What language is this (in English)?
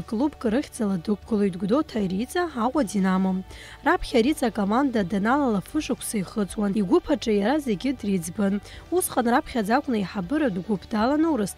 Abkhazian